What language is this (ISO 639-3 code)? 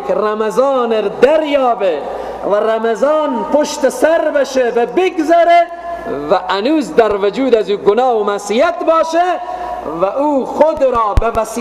fas